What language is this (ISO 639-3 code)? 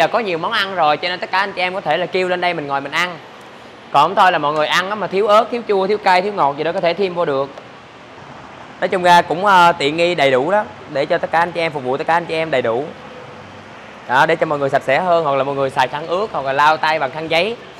vie